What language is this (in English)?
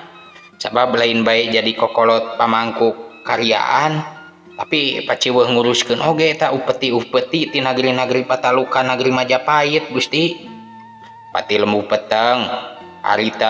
Sundanese